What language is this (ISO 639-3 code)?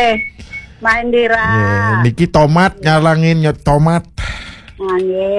ban